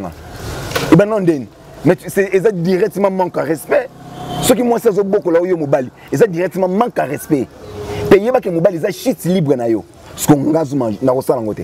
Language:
Lingala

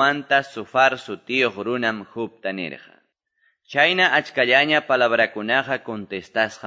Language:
Quechua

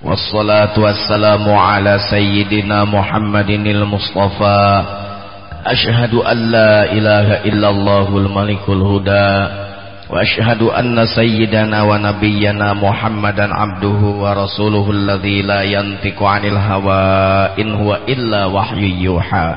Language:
Sundanese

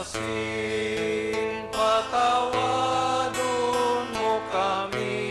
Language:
Bikol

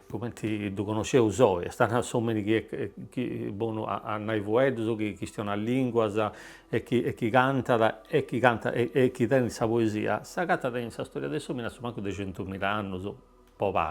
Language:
Sardinian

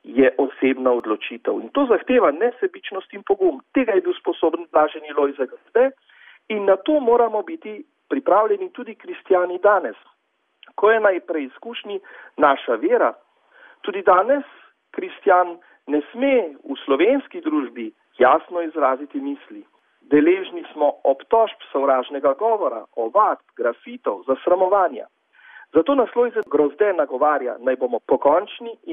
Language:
Slovenian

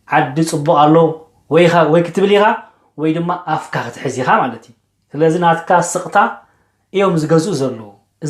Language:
Tigrinya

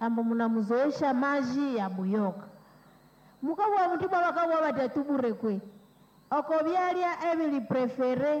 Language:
Nande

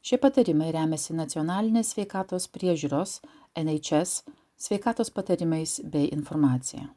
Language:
Lithuanian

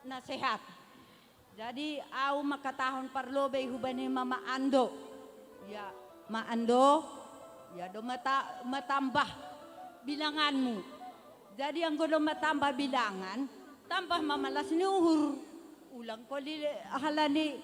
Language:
Batak Simalungun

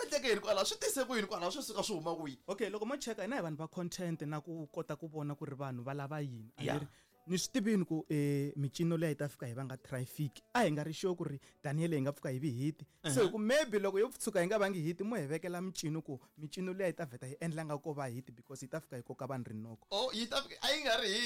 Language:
Tsonga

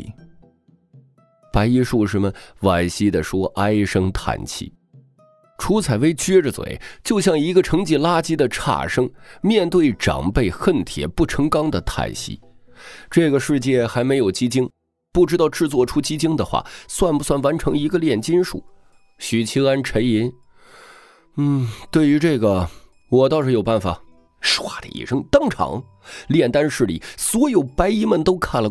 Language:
Chinese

